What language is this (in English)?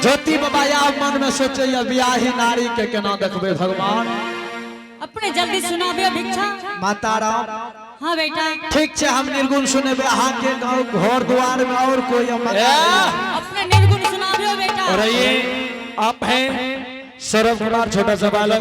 Angika